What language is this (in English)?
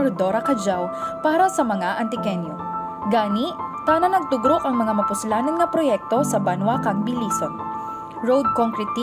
Kinaray-a